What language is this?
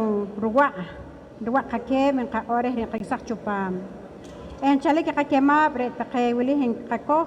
Poqomchi'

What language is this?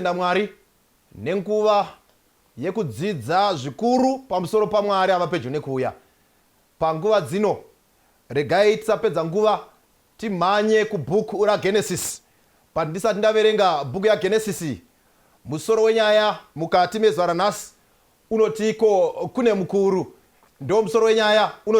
Shona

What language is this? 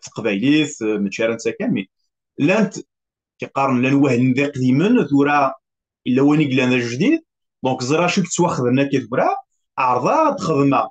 Kabyle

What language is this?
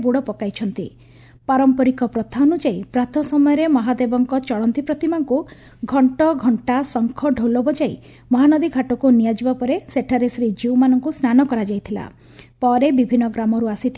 Odia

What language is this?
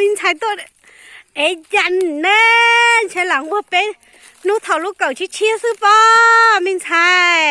Hmong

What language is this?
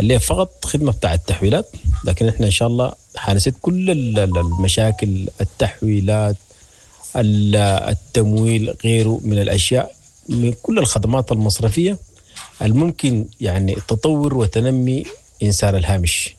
Sudanese Arabic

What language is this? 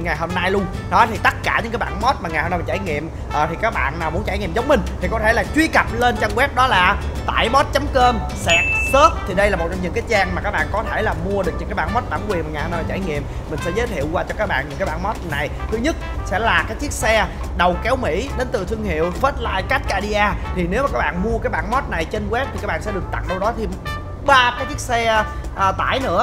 Vietnamese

